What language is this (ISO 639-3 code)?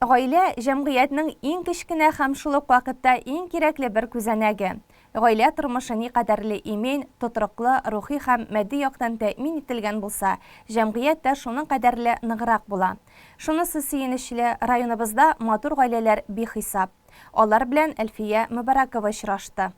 tat